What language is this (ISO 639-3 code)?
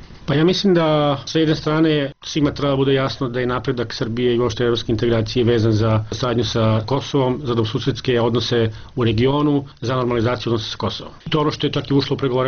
srp